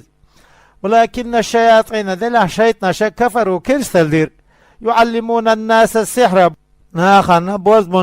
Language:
Chechen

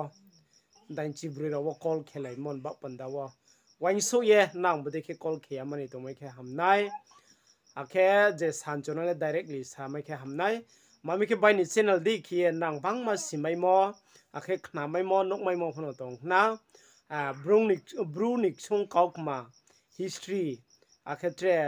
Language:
Riang (India)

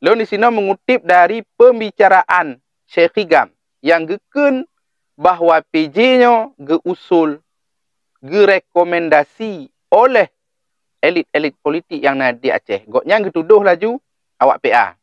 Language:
Achinese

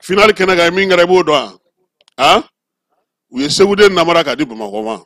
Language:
Bambara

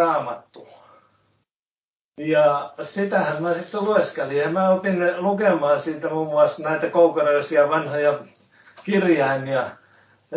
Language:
Finnish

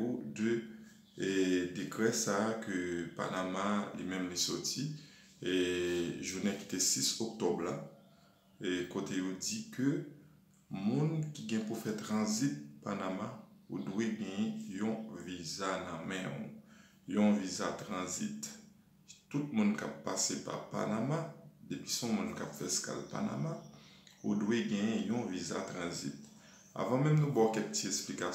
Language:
Haitian Creole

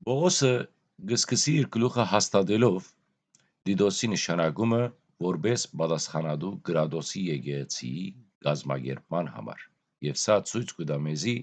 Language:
Western Armenian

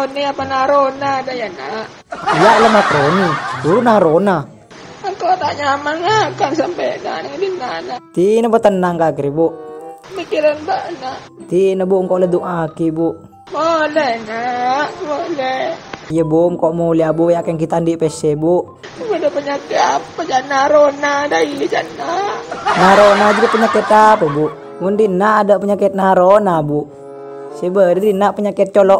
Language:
Madurese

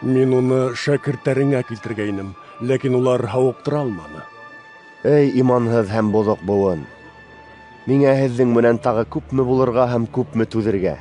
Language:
Bashkir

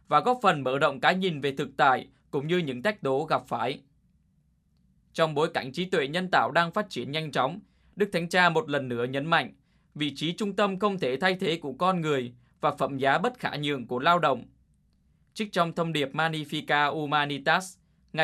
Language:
Vietnamese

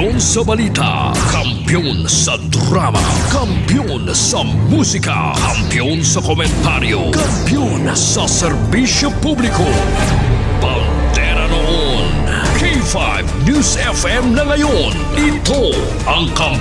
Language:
Hiligaynon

